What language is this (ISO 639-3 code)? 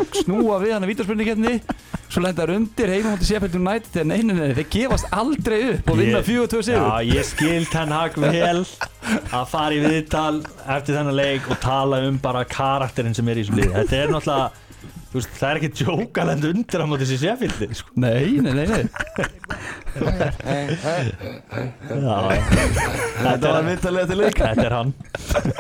isl